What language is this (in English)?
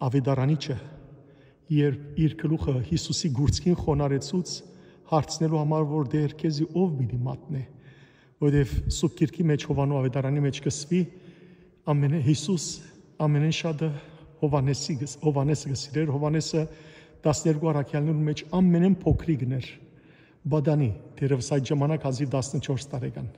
Western Armenian